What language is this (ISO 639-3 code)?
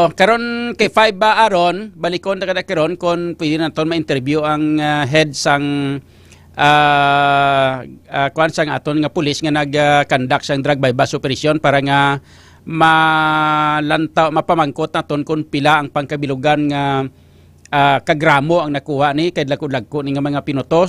hil